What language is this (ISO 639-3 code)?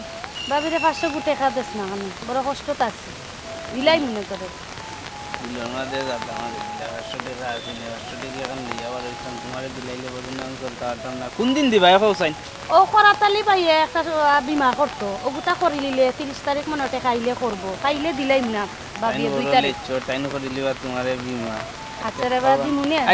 syl